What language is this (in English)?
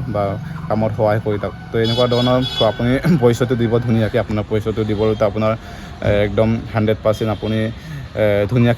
Assamese